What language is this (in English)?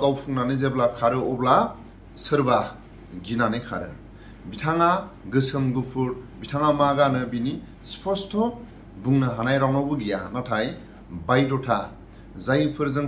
Bodo